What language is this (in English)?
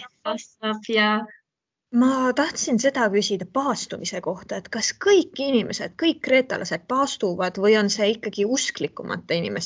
Estonian